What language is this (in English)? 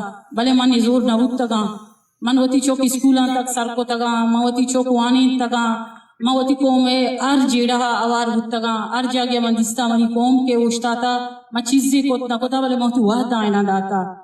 Eastern Balochi